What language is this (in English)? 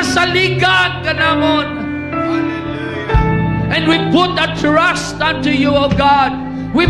Hiligaynon